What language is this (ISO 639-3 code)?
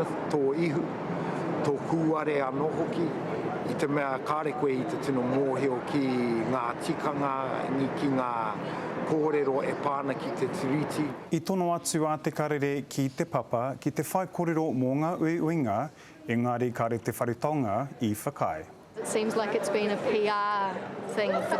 mri